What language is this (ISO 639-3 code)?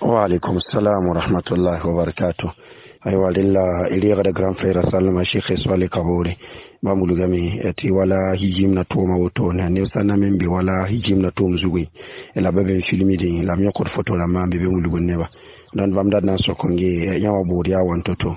mos